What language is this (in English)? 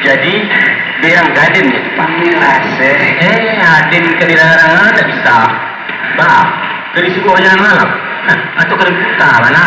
Minangkabau